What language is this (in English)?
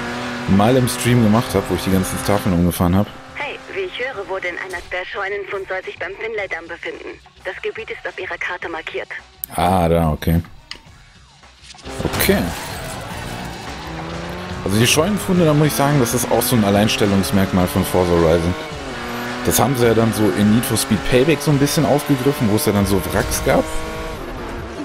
German